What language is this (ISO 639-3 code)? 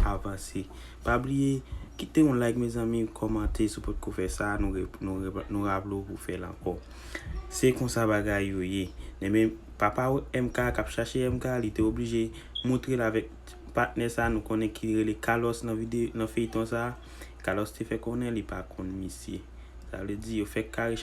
hat